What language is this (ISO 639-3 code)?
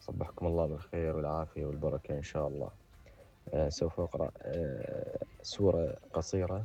acm